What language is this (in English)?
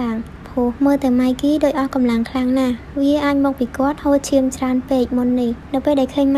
Khmer